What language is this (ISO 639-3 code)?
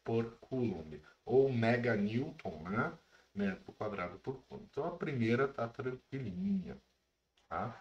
por